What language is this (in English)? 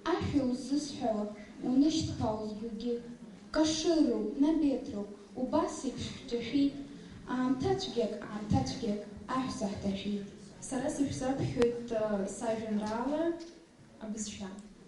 Abkhazian